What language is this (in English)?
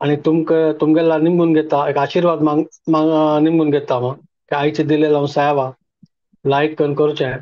Konkani